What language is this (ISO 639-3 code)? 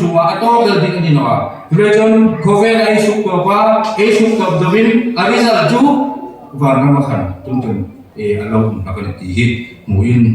hmr